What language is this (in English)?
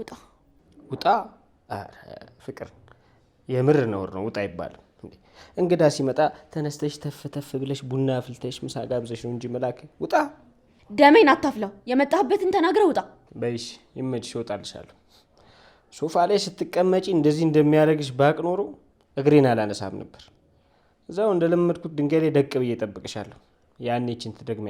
Amharic